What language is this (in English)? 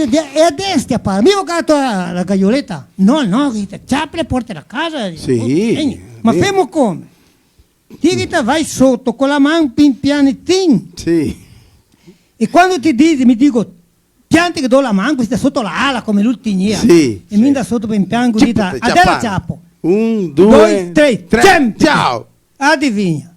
Venetian